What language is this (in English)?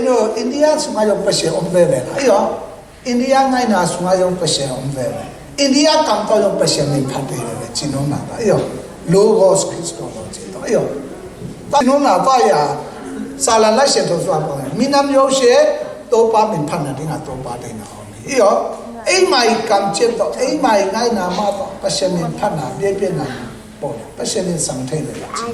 Tedim Chin